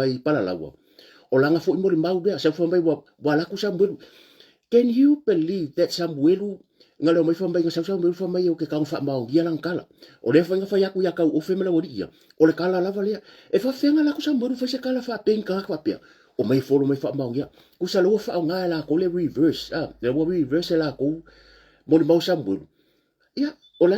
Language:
Samoan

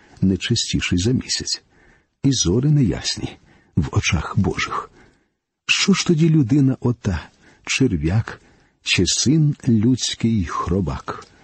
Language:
Ukrainian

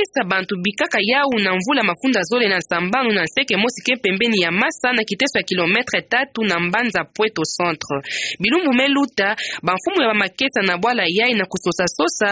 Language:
Kituba (Democratic Republic of Congo)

